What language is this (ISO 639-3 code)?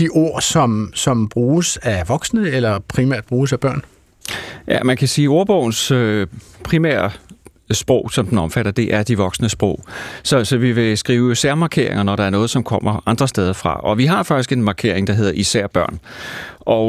dan